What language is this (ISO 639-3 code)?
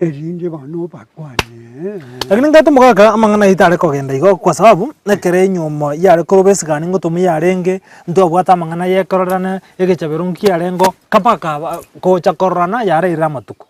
guz